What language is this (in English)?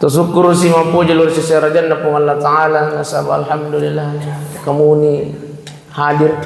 Buginese